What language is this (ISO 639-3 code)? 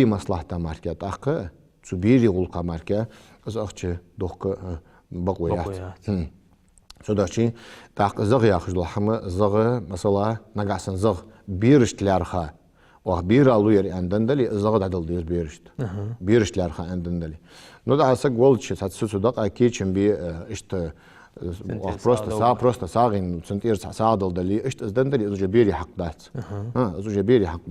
inh